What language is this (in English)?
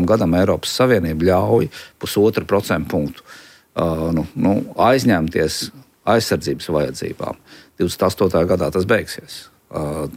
Latvian